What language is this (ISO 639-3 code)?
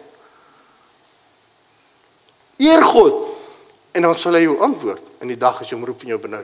afr